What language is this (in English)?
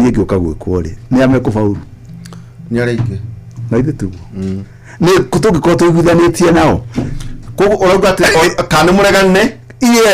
Kikuyu